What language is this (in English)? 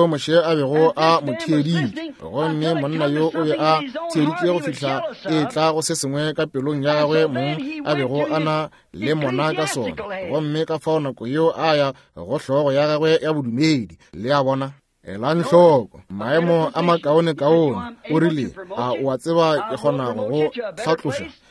Northern Sotho